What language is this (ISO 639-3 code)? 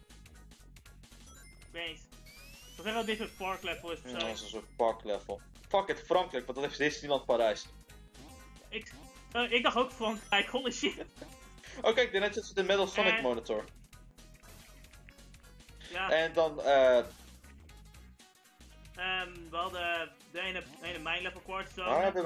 nld